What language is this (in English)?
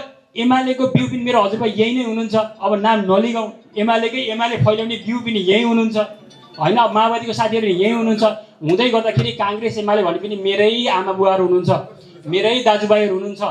Nepali